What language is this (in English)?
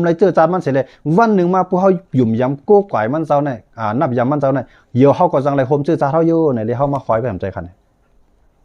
Shan